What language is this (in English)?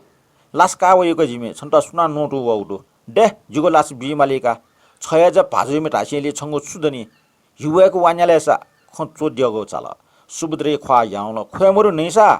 Newari